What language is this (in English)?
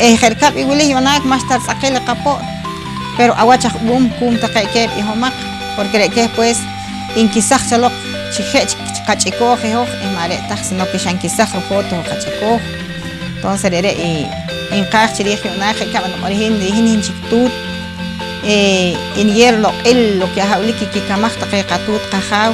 Poqomchi'